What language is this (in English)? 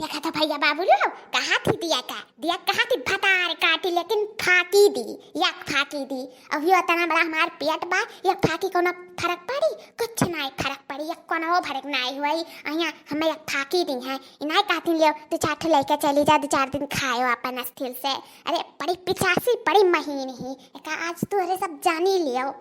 Awadhi